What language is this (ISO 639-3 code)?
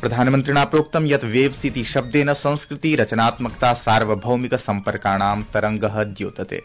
san